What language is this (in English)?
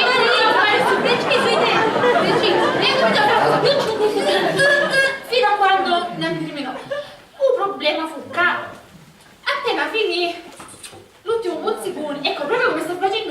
Sicilian